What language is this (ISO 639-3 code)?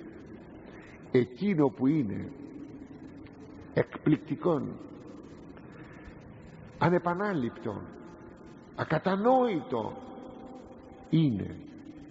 ell